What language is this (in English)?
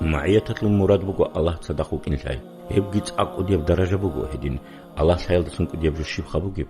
Avaric